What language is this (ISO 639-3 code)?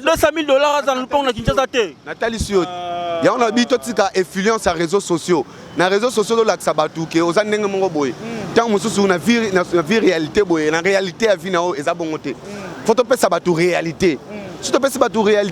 lin